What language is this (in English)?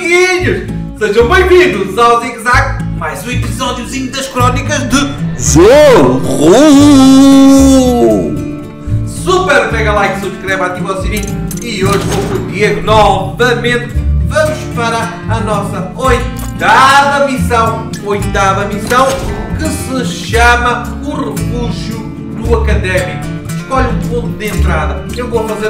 Portuguese